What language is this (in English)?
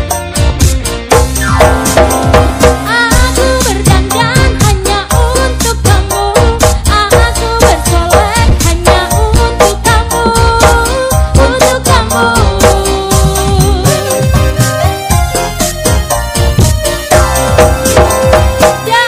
Indonesian